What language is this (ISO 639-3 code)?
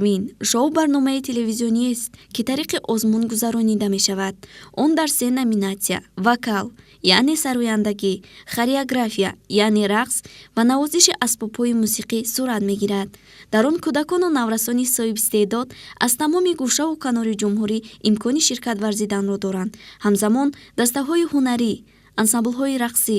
tgk